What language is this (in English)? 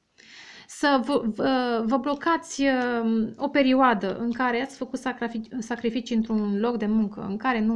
Romanian